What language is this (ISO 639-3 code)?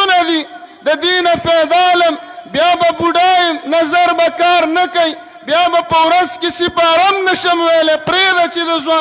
pus